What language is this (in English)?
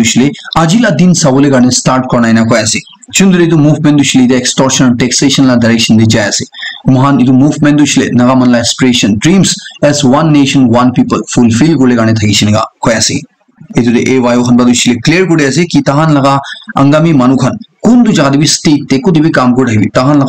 Naga Pidgin